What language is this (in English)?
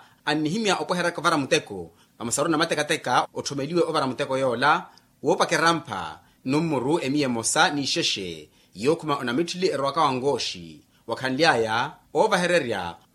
Makhuwa